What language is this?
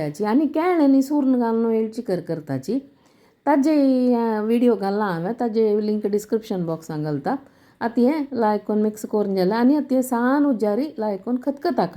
Konkani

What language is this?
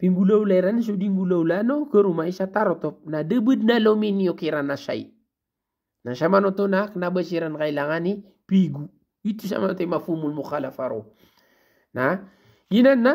Maranao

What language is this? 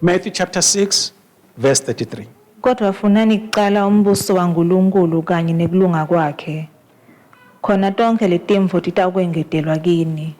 Swati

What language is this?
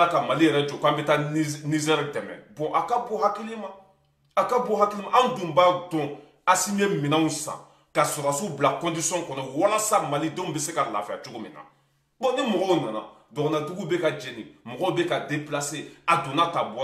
Bambara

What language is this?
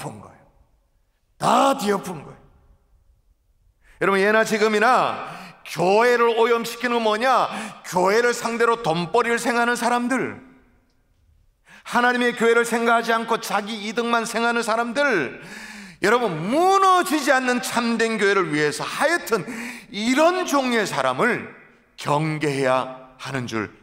Korean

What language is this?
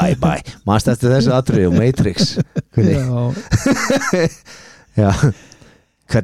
Icelandic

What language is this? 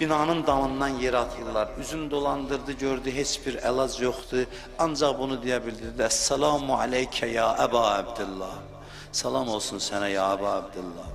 Azerbaijani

